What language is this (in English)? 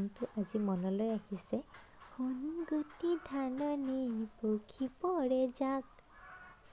Assamese